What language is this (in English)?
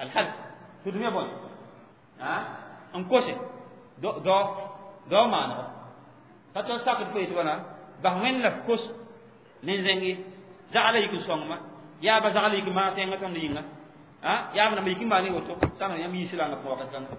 Mossi